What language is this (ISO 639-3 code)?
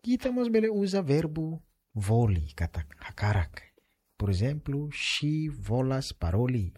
tet